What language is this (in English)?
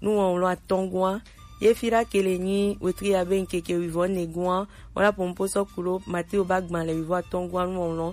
Gen